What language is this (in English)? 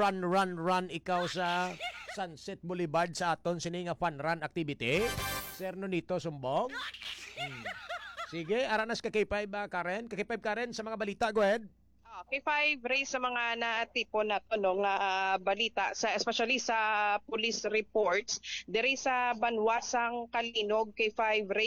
Hiligaynon